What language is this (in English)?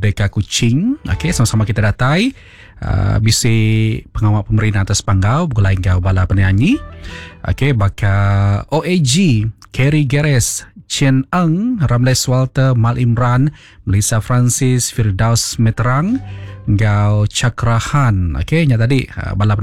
Iban